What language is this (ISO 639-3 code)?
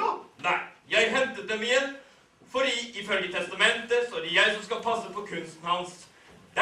nor